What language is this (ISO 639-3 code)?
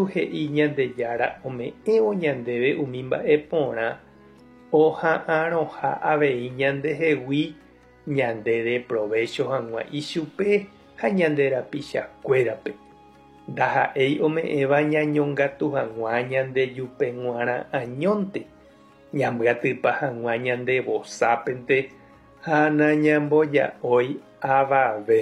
grn